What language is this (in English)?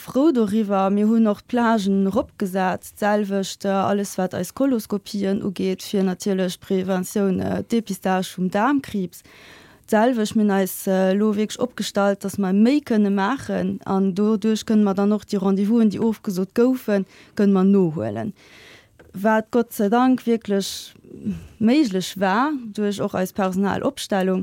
Luxembourgish